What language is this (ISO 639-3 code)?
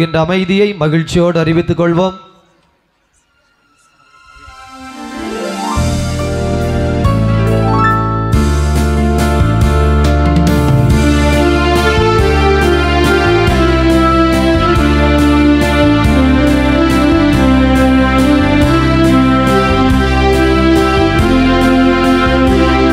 tam